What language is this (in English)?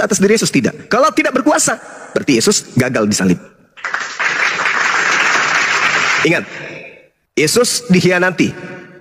Indonesian